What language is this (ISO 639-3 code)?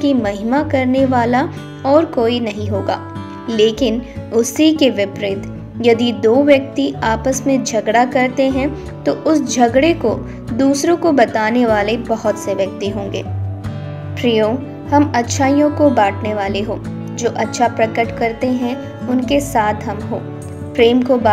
hin